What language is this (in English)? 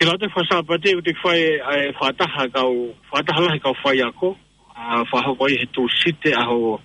Tongan